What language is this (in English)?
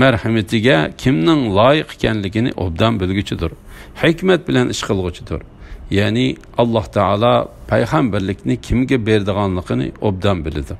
Uyghur